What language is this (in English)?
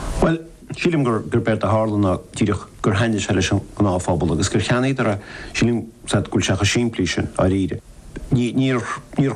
Irish